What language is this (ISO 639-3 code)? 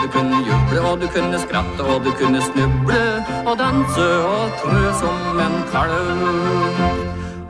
nor